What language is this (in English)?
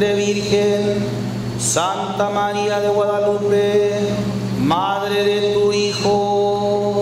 Spanish